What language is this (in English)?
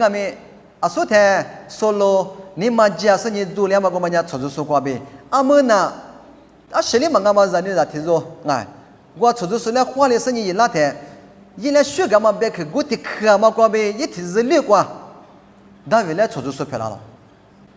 Lisu